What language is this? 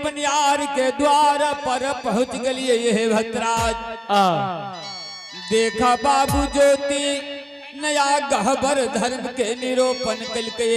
Angika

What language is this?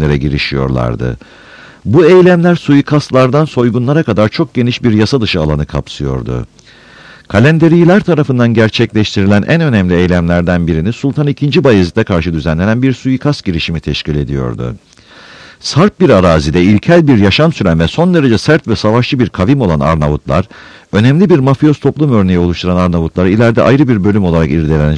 Turkish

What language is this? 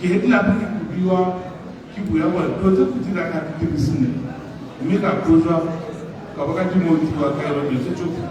Tswana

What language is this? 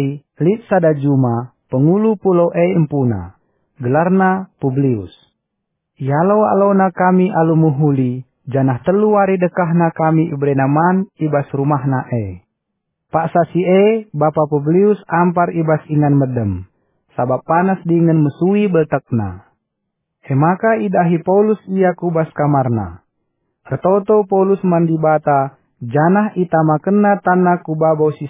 Batak Karo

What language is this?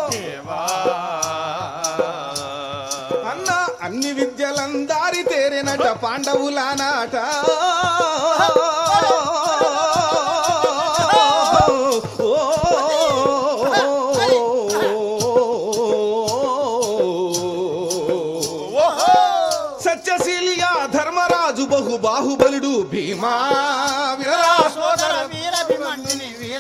Telugu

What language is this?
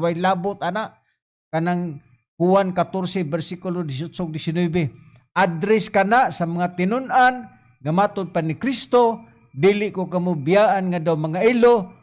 Cebuano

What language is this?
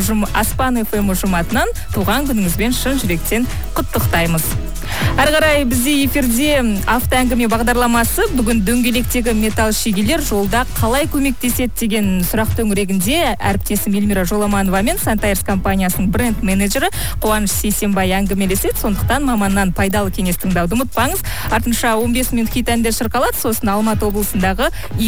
Kazakh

